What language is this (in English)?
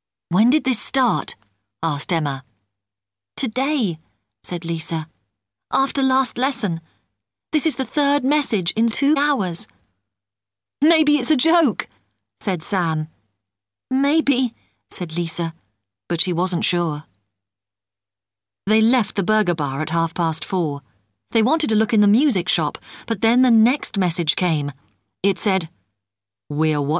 English